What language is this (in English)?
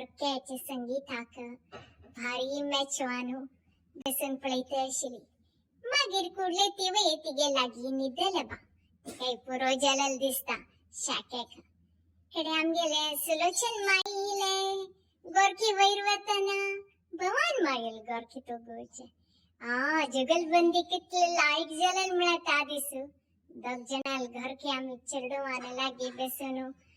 Konkani